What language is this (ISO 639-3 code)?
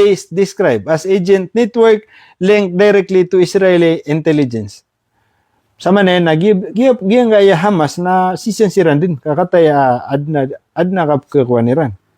mrw